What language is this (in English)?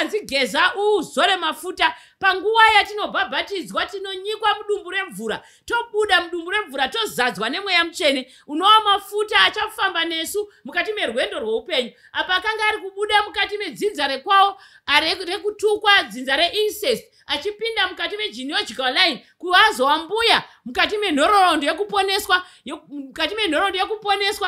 Shona